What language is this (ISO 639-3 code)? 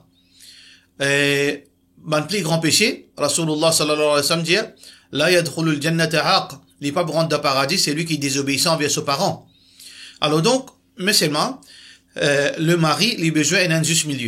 mfe